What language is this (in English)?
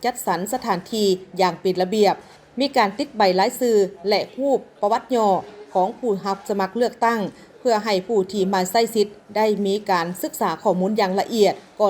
Lao